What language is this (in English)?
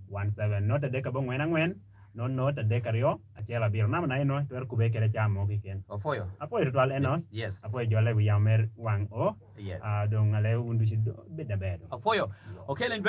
Acoli